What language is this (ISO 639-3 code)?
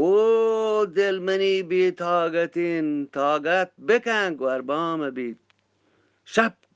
bgp